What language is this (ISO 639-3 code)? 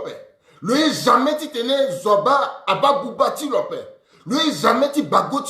sag